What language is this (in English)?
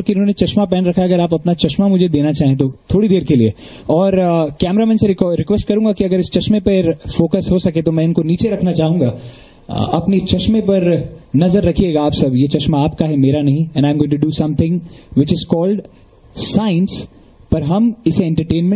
Hindi